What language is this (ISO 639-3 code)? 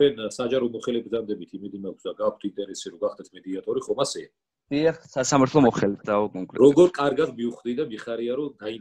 kat